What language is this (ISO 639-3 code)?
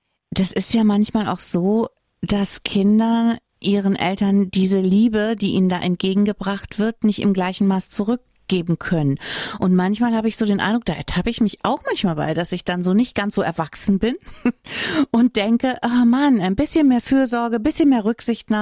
deu